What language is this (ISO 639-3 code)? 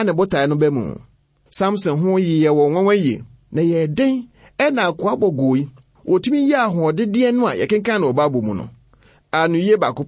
aka